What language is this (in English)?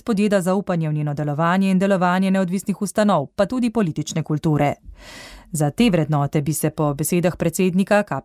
Slovenian